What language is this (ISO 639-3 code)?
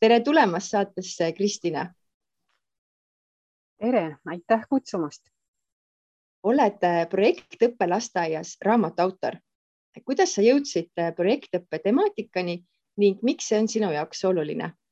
est